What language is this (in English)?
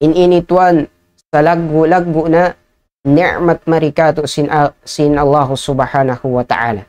Tausug